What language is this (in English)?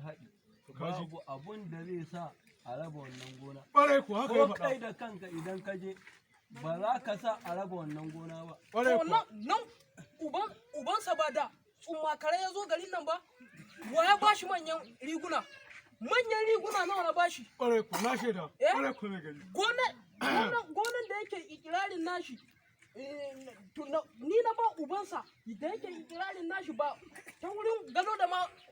Hausa